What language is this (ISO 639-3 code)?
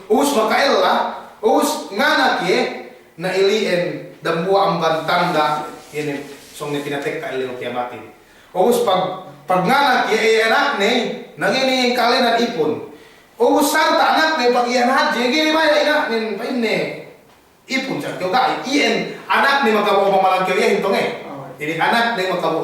yka